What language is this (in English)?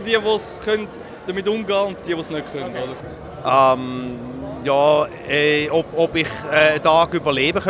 Swiss German